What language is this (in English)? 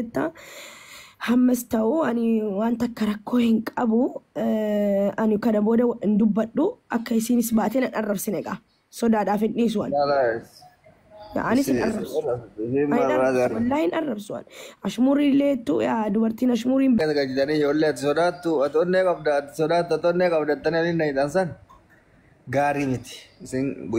Oromo